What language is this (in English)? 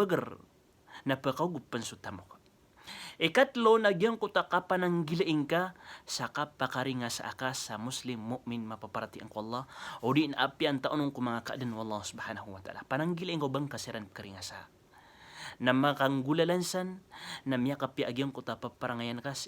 Maranao